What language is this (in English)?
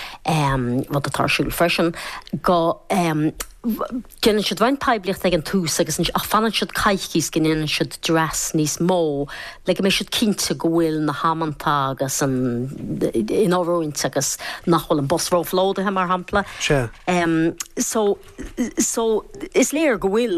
Irish